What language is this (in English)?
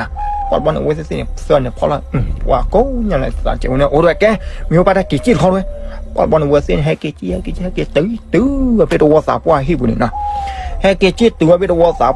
S'gaw Karen